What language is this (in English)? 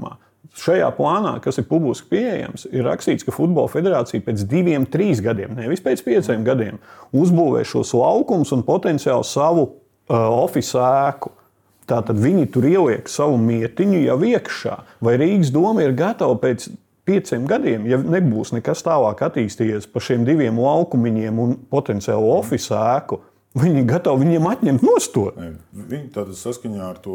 Latvian